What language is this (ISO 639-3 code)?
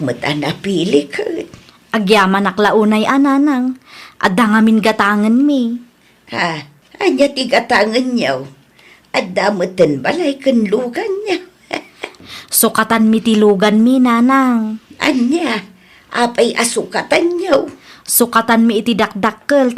ilo